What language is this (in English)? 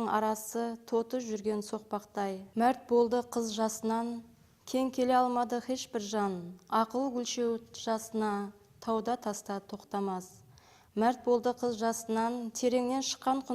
Kara-Kalpak